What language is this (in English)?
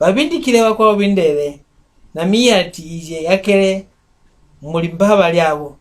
Mbunda